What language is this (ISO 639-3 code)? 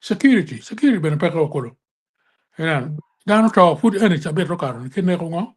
ach